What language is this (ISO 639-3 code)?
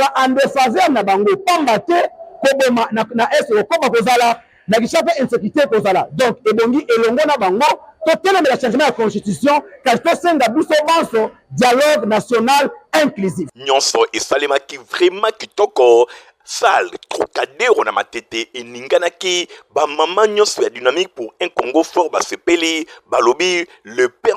lin